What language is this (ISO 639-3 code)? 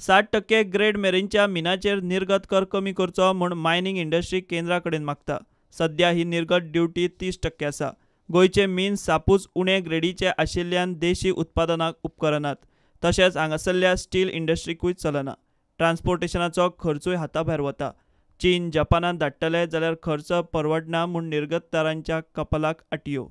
kok